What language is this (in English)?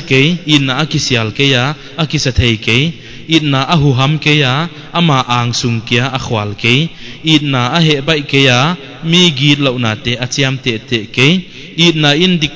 Paite Chin